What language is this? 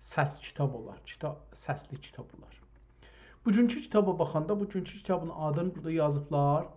South Azerbaijani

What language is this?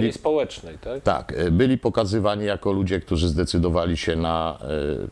Polish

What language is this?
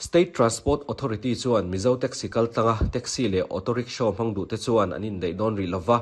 Mizo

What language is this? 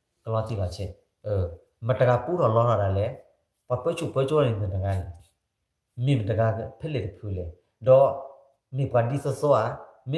S'gaw Karen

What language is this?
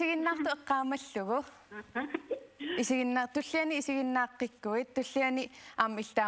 Kalaallisut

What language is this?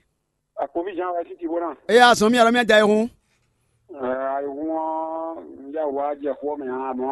Fon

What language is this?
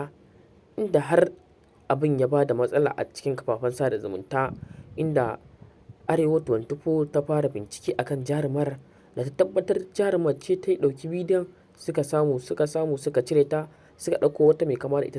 Hausa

